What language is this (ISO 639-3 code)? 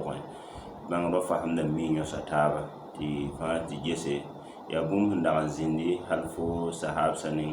mos